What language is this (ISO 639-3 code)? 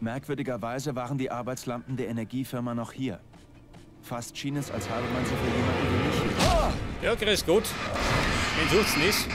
bar